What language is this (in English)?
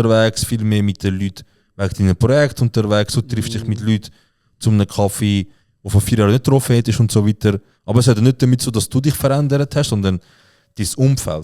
Swiss German